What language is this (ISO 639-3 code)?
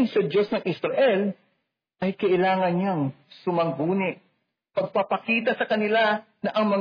fil